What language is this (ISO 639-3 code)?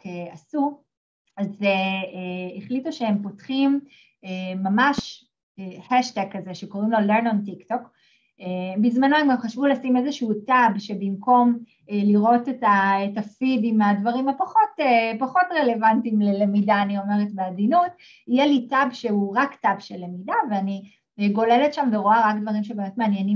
heb